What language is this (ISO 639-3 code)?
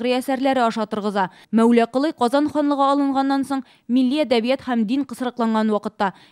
tat